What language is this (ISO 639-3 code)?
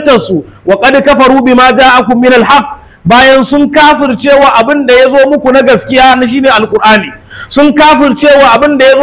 hau